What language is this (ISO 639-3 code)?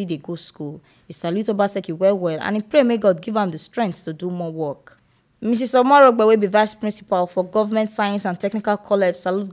pcm